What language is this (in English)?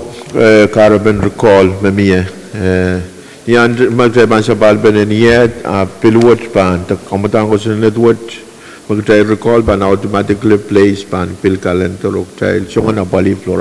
Pohnpeian